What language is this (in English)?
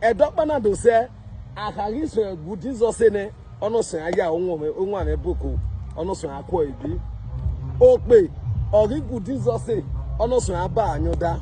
Bini